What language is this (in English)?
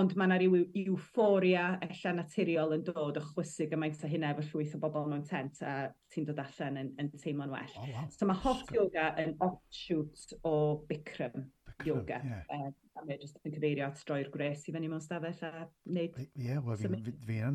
Welsh